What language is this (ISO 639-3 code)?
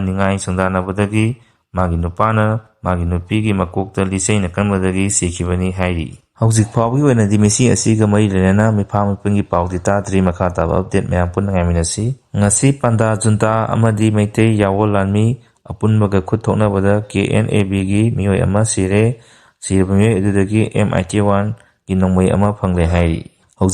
mni